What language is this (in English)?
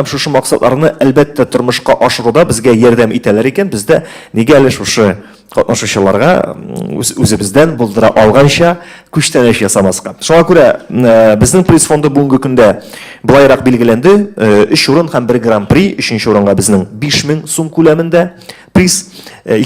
Tatar